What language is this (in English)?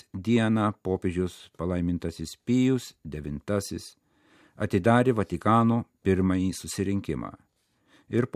Lithuanian